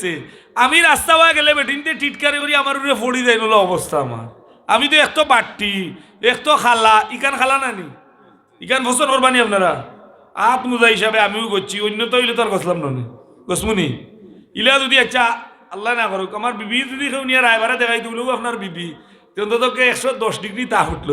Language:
Sylheti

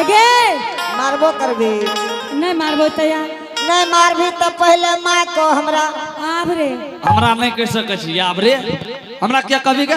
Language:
Angika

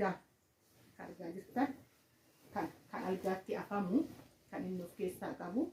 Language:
Oromo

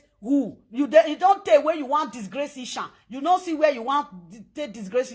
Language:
Nigerian Pidgin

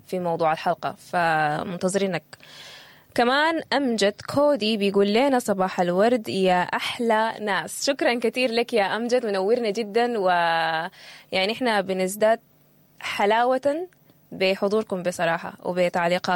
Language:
Sudanese Arabic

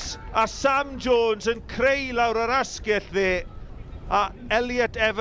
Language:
Welsh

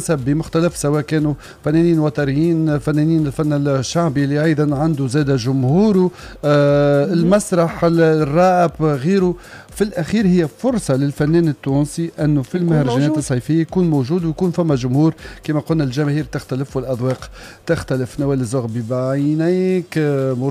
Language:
Tunisian Arabic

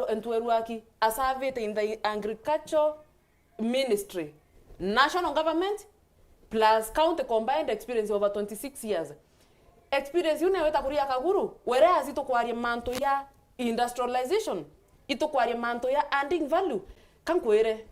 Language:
Meru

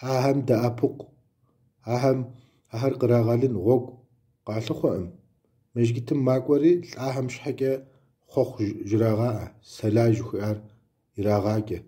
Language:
Kabardian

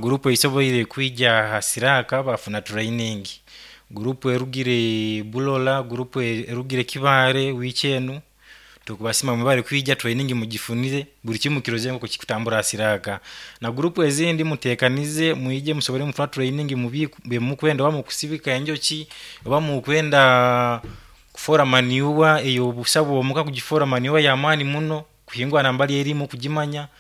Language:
Nyoro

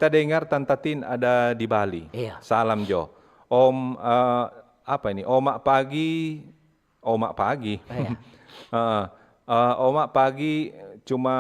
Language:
Manado Malay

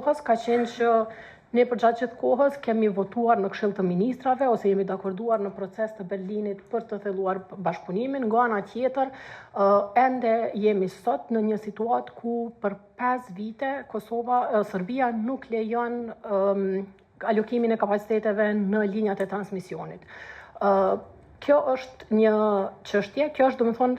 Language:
Albanian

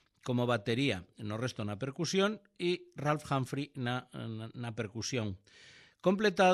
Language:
Galician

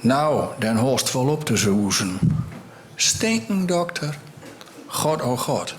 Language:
Gronings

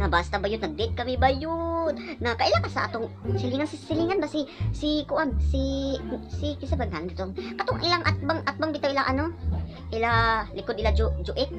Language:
Cebuano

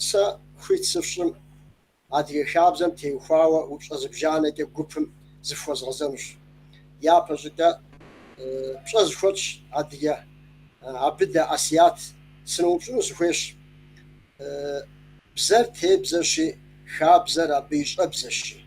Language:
Kabardian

